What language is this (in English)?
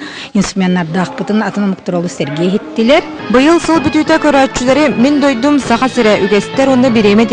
Yakut